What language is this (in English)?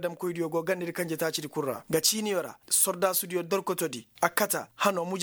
Koyraboro Senni